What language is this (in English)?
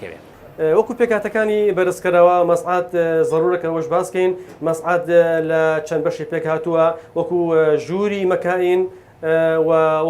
Central Kurdish